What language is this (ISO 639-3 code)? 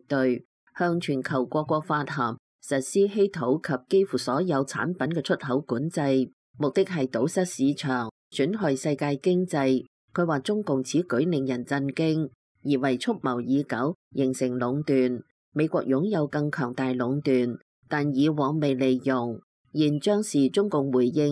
yue